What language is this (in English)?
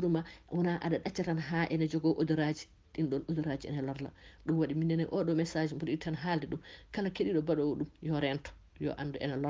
Fula